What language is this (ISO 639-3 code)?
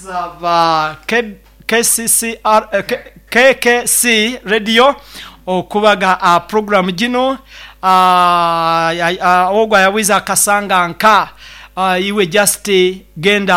nyo